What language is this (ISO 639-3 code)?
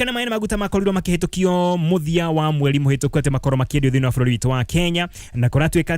kik